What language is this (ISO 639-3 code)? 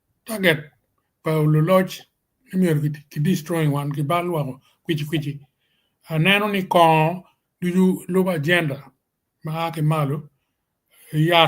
ach